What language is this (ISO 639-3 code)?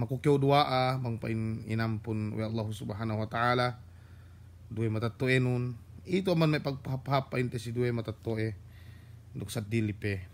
yka